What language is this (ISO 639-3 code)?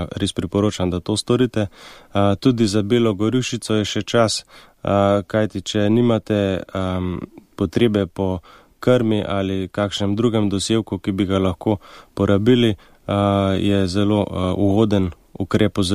slv